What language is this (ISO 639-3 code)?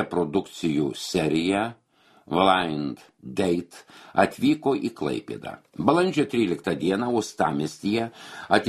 lit